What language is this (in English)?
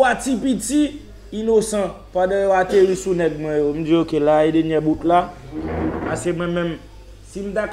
Haitian Creole